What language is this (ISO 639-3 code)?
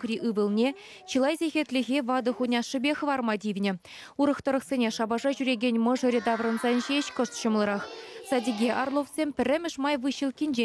chv